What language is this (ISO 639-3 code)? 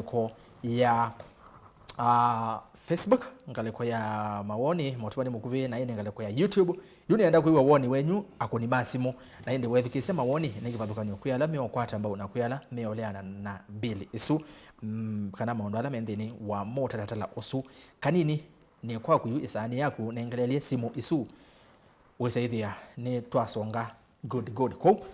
kam